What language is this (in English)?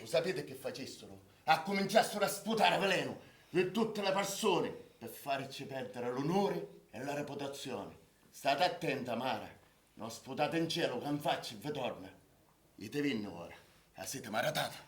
Sicilian